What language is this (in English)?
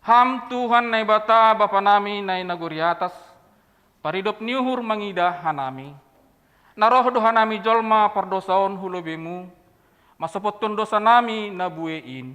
Batak Simalungun